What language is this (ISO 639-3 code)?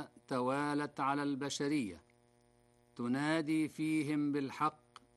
ara